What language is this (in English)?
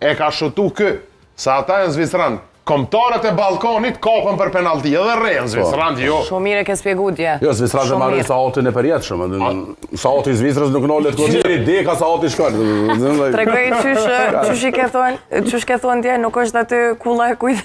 Albanian